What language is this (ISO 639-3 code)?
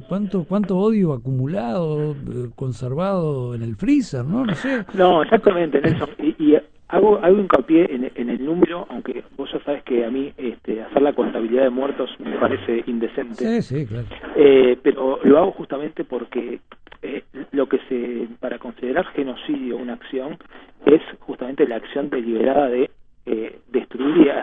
spa